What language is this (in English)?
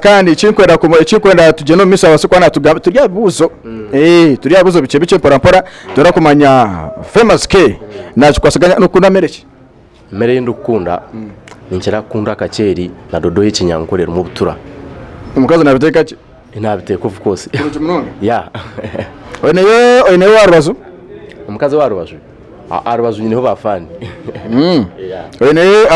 Nyankole